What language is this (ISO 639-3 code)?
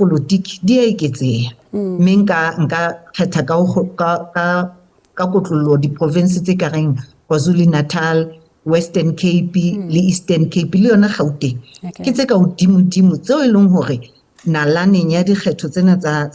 sot